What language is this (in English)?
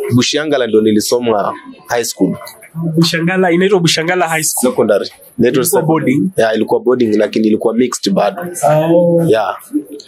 Swahili